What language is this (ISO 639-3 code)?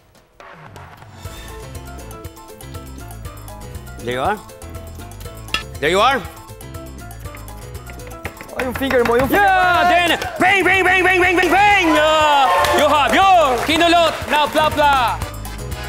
fil